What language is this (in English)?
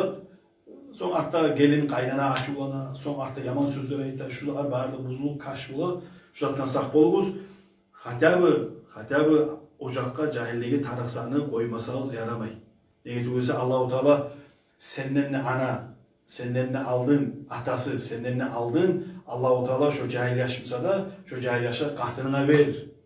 Kumyk